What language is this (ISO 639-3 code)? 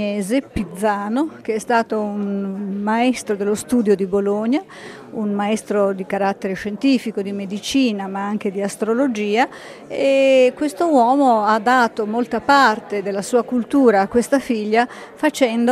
ita